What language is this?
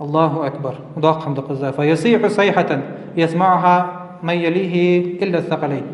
Ingush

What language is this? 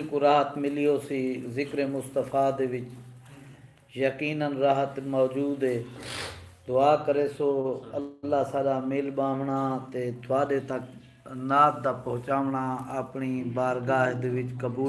Saraiki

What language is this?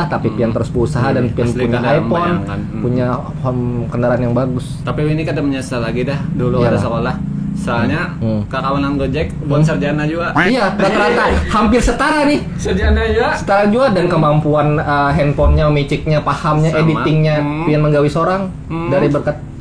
Banjar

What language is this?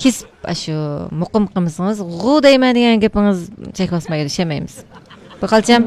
Uyghur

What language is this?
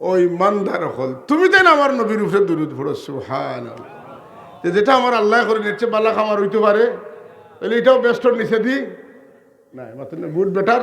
Sylheti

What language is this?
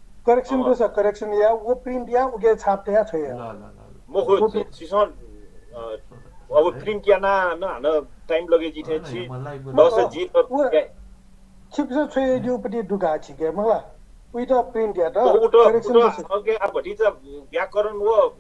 Newari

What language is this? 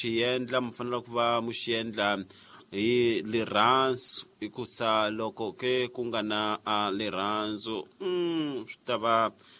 Tsonga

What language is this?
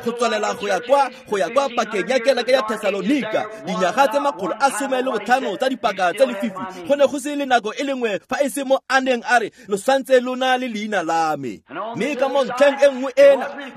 Tswana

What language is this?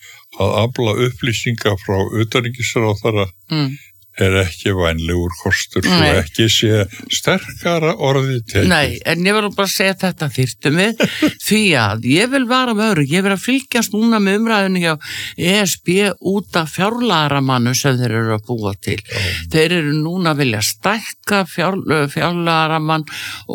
Icelandic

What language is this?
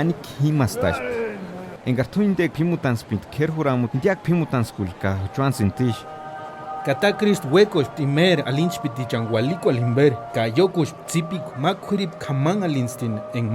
Purepecha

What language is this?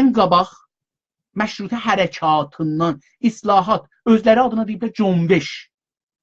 South Azerbaijani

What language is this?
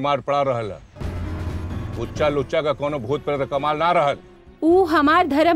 Bhojpuri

